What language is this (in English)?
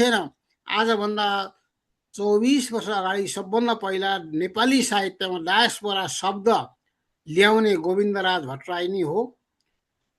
Nepali